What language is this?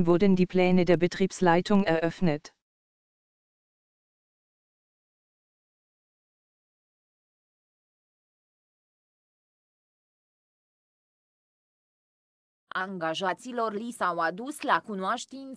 Romanian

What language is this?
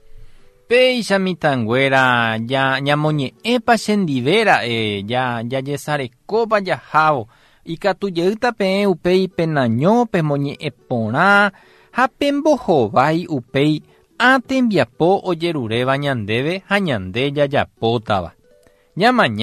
Guarani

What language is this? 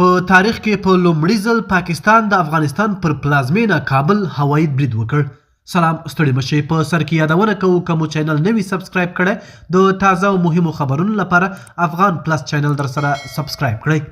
Pashto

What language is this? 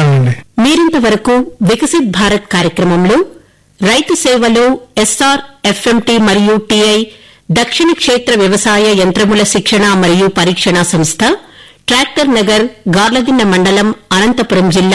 Telugu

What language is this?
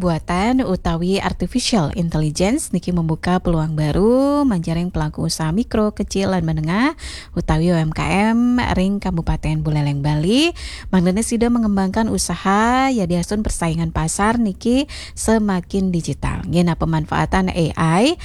Balinese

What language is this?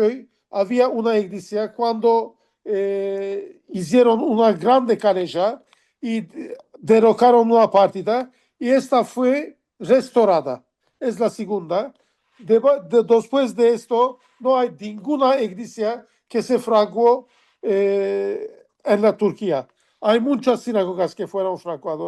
Ladino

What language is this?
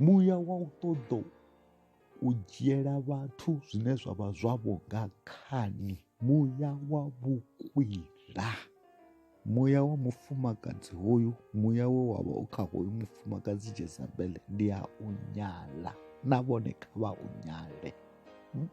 Venda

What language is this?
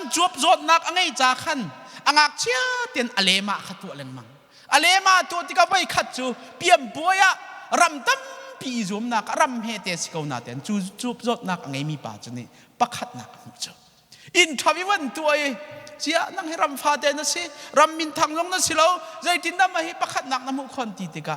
Hakha Chin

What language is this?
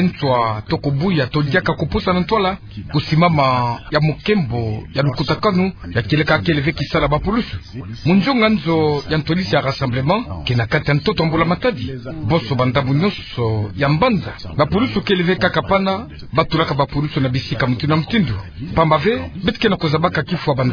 Kituba (Democratic Republic of Congo)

